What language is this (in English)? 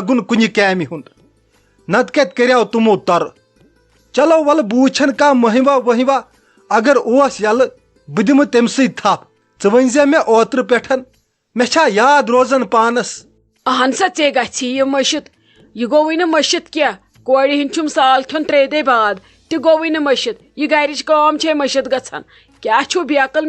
Kashmiri